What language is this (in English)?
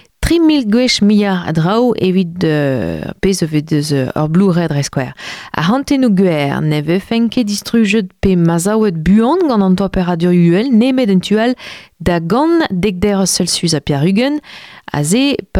Breton